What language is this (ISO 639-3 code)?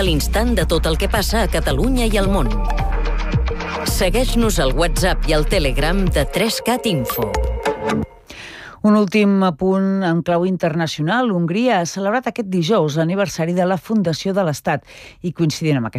cat